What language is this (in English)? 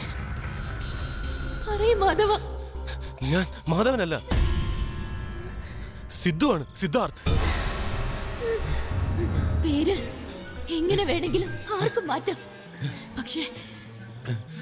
Malayalam